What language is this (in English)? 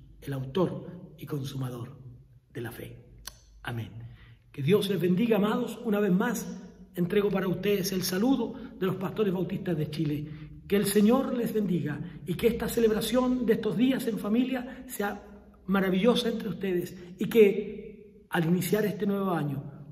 Spanish